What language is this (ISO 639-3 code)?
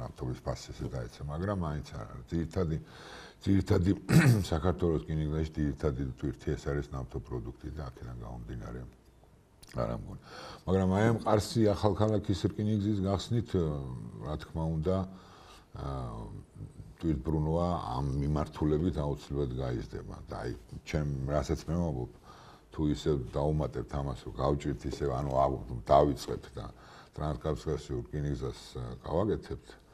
kat